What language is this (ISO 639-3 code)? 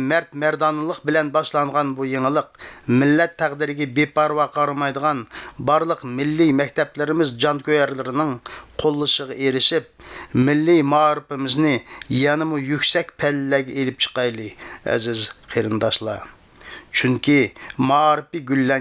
uig